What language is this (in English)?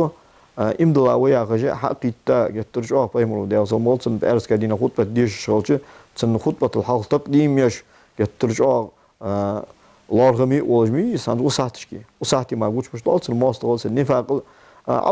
Ingush